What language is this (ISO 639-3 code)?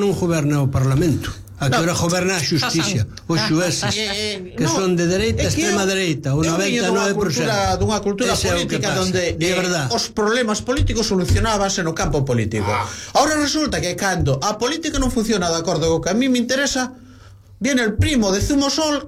glg